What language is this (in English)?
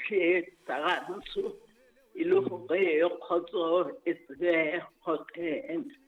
Southern Sotho